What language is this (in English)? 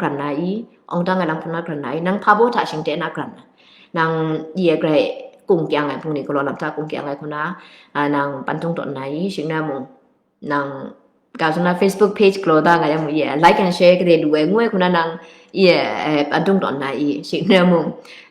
Kachin